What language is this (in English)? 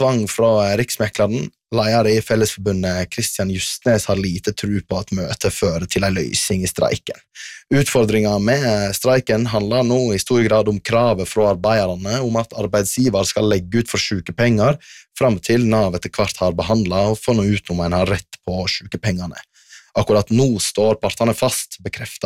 Norwegian